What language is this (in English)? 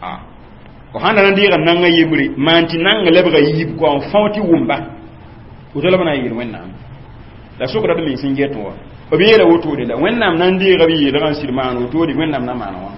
Mossi